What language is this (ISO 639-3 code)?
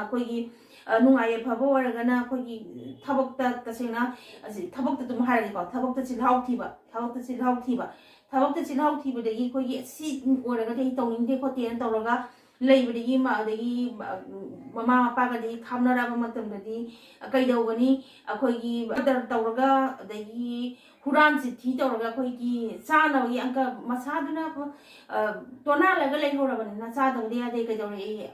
mni